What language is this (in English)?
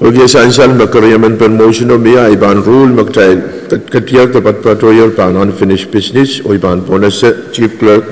Pohnpeian